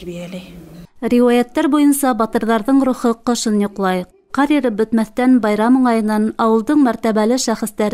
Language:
Bashkir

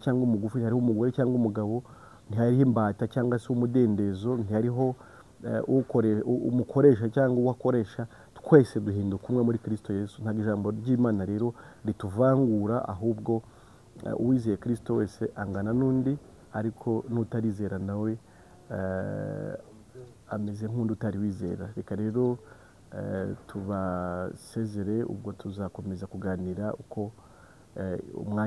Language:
Kinyarwanda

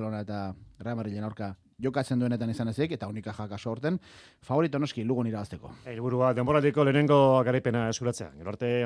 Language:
Basque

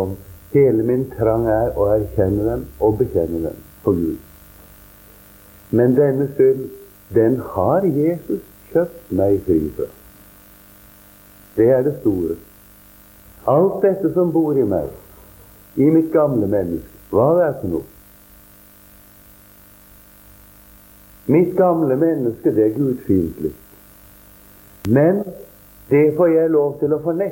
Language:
Norwegian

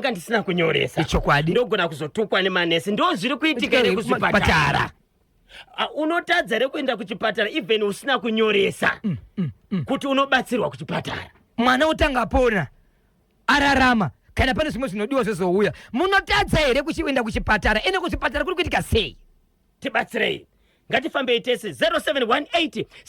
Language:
Shona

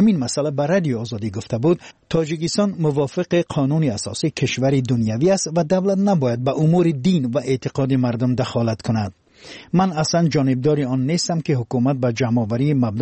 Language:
Persian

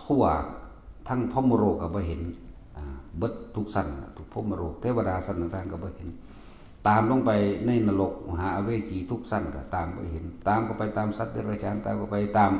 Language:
Northeastern Thai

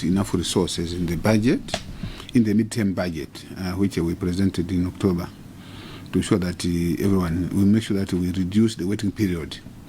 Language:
English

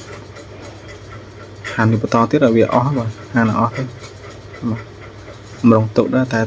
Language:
Khmer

